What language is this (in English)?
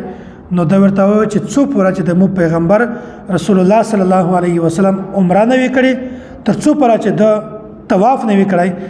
Pashto